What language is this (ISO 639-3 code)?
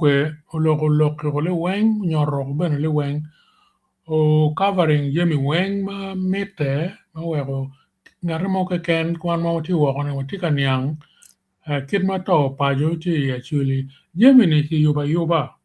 ach